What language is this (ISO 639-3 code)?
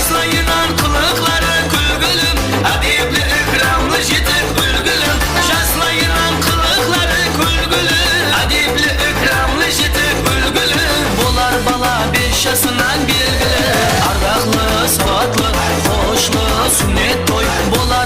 kaa